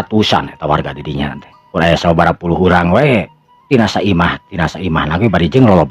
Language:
Sundanese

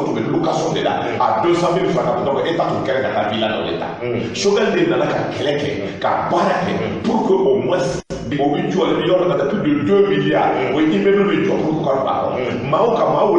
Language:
Bambara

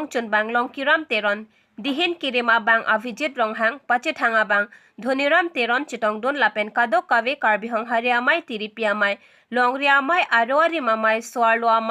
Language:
Karbi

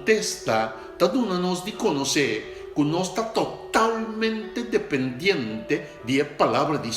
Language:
Papiamento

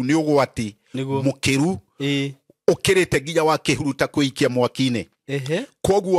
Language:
Kikuyu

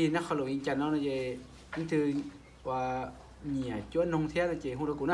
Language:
Hmong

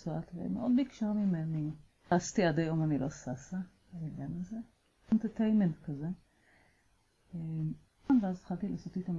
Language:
Hebrew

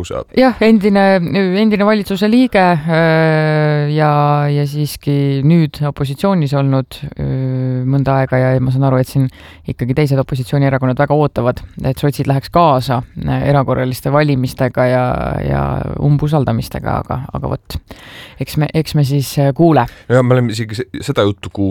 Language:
Estonian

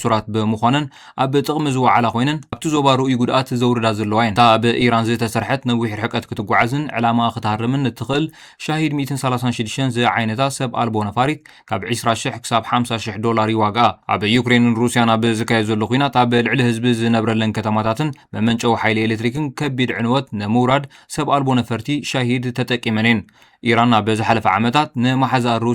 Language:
Tigrinya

